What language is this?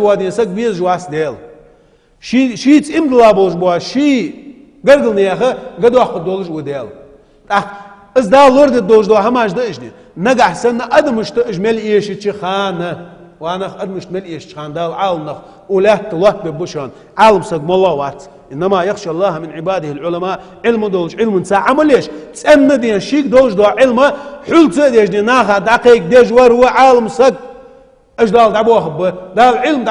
Ingush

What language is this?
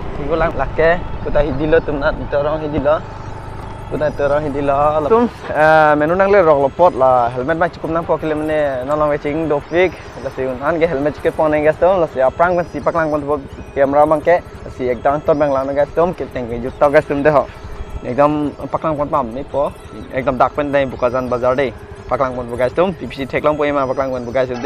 Karbi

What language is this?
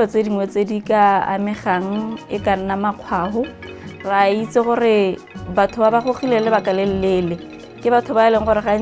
Tswana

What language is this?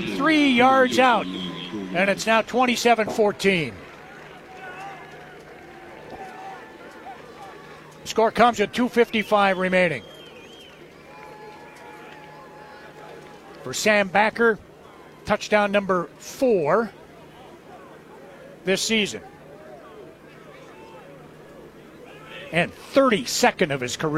English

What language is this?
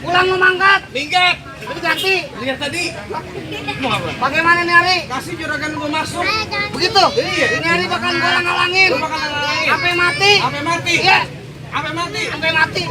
Betawi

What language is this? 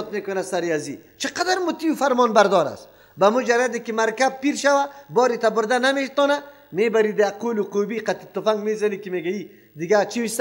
Persian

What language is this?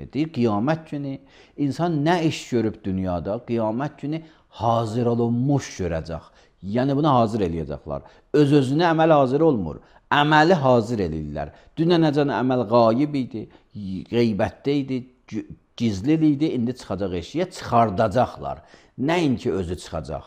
Azerbaijani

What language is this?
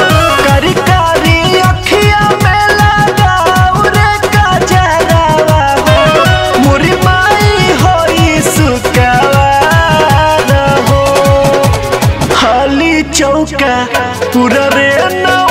Bhojpuri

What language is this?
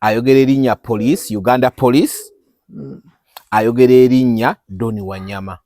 Ganda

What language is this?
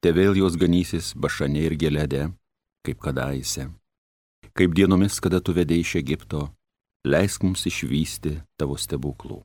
Lithuanian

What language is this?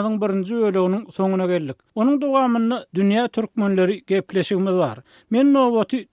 Turkmen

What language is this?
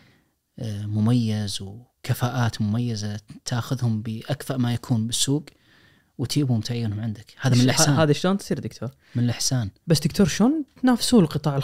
Najdi Arabic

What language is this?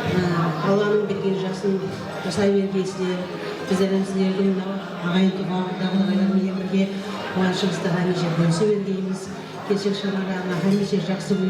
Kara-Kalpak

